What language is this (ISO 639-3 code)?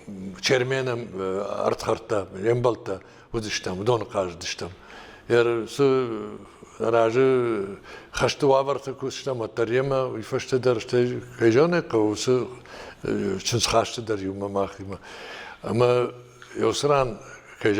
oss